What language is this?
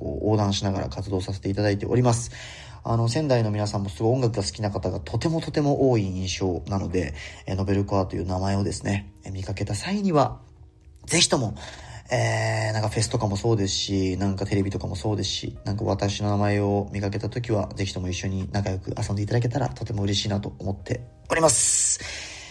Japanese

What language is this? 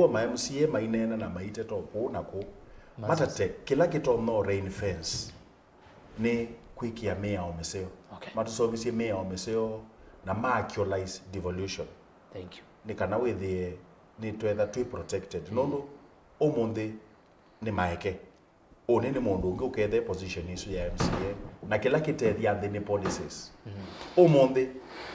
Kamba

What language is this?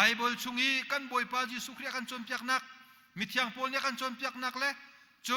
Hakha Chin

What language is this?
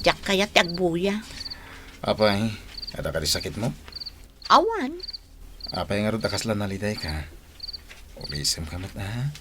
Iloko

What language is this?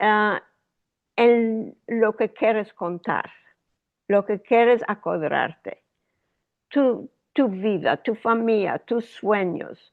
Ladino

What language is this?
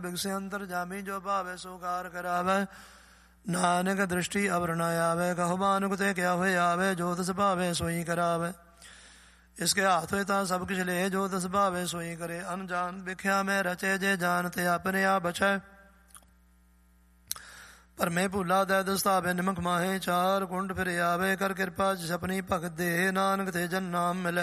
Punjabi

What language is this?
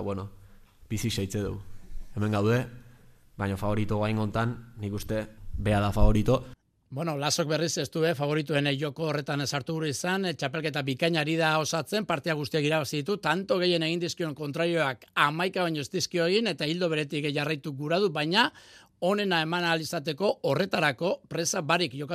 Basque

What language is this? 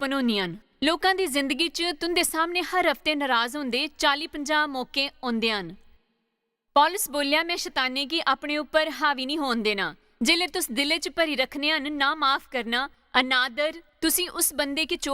Dogri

